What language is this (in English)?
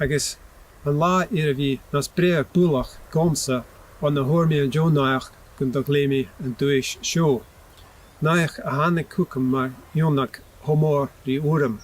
Scottish Gaelic